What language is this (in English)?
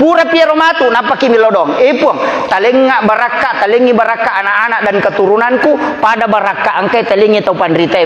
Buginese